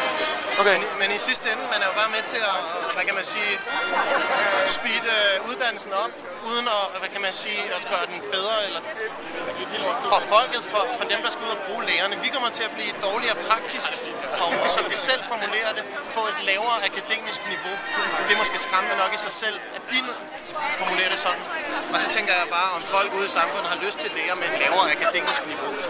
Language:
Danish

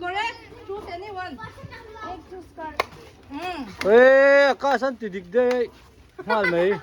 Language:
Hmar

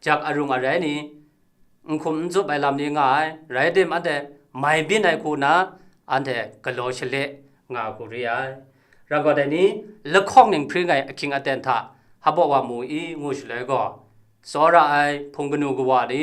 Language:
Kachin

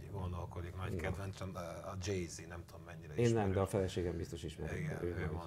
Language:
Hungarian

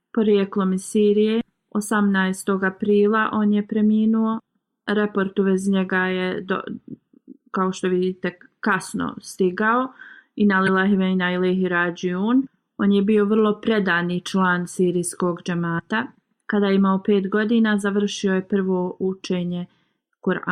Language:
Bosnian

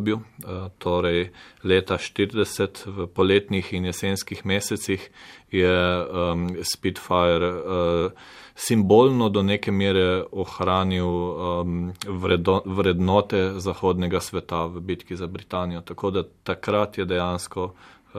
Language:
Slovenian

